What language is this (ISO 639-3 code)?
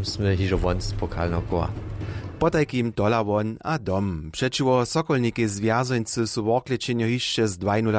hsb